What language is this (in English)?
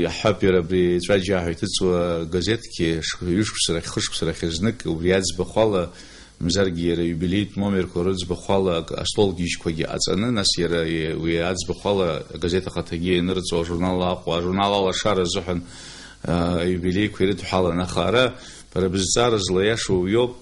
Abkhazian